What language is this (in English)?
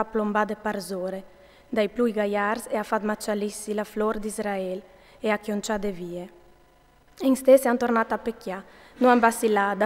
Friulian